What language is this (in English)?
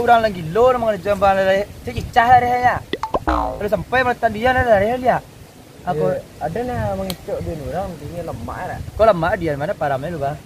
Minangkabau